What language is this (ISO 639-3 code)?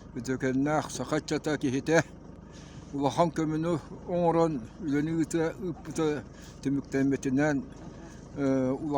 sah